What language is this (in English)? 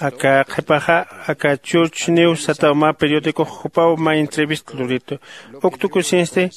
Aymara